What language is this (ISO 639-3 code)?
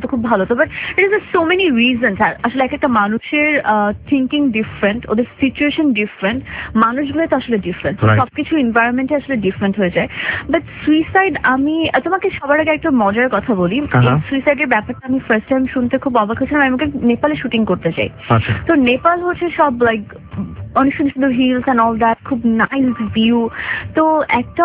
ben